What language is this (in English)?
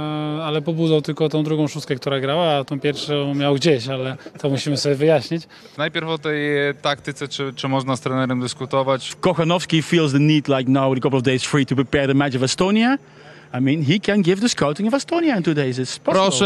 Polish